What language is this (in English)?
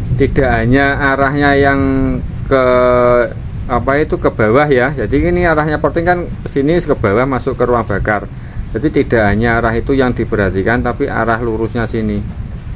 Indonesian